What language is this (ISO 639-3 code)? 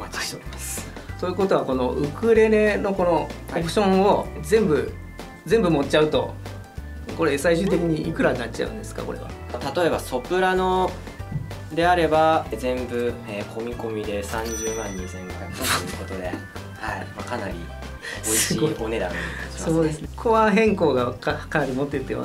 jpn